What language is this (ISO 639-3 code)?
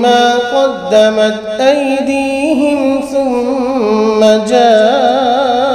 ara